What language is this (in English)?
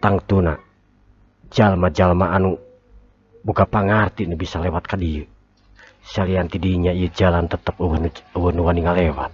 Sundanese